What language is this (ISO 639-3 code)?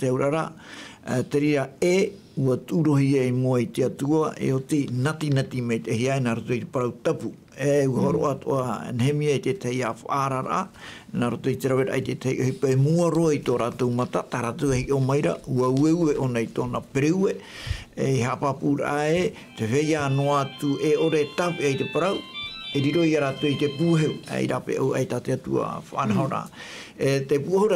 tah